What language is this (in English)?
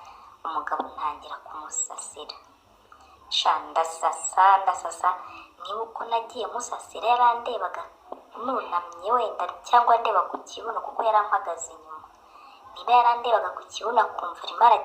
Kinyarwanda